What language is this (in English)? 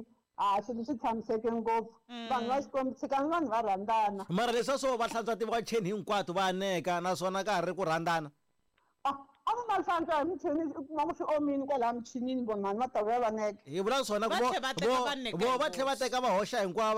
Tsonga